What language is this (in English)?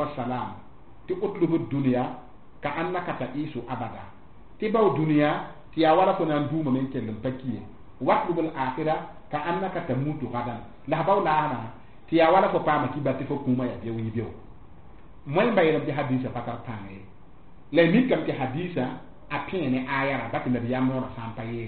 Mossi